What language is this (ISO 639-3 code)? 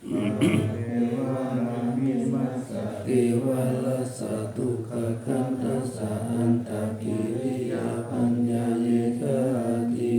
pli